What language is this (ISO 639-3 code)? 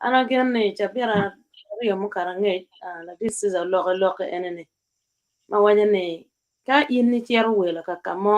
ach